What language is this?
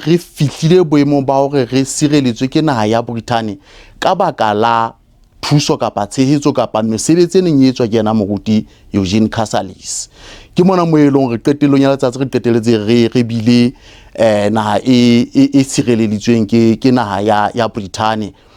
Southern Sotho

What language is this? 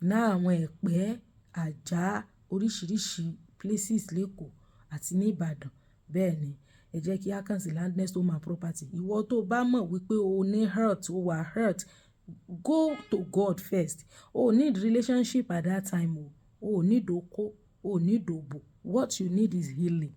Yoruba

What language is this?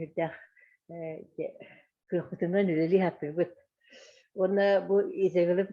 Yakut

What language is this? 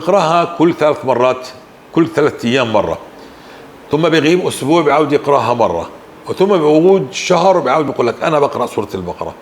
North Levantine Arabic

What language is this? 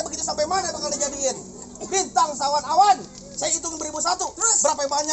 Betawi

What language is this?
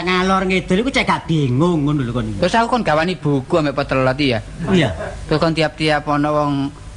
Javanese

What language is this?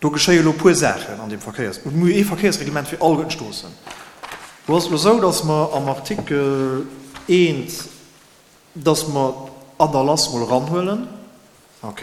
Luxembourgish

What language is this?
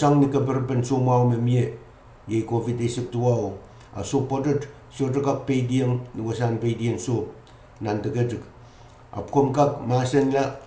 Pohnpeian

